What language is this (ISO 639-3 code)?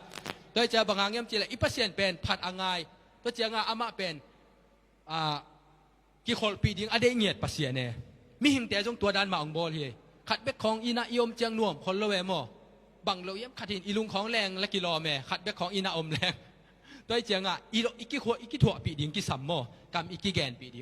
ctd